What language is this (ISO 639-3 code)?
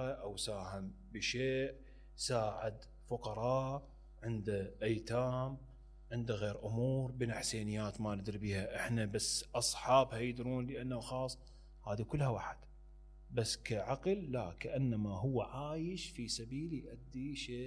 acm